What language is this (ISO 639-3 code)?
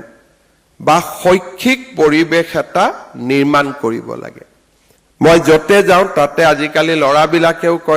asm